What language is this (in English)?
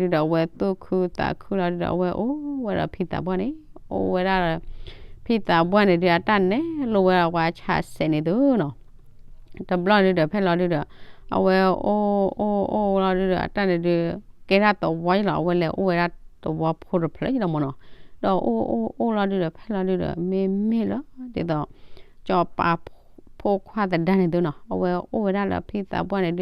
S'gaw Karen